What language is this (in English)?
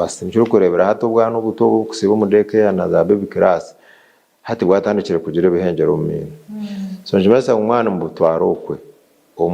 Nyankole